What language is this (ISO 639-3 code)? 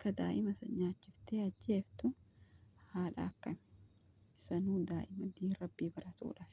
orm